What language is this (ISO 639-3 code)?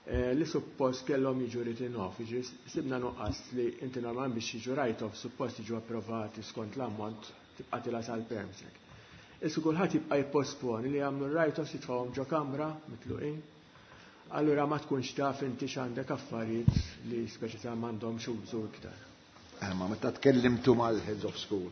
mlt